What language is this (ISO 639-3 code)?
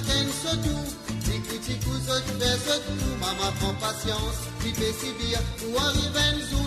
mfe